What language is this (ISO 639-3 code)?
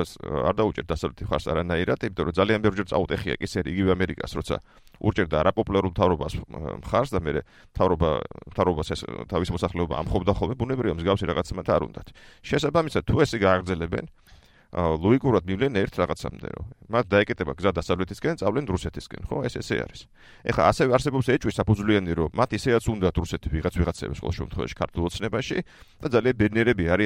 kat